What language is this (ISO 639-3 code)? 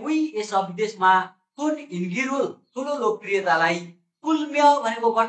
nep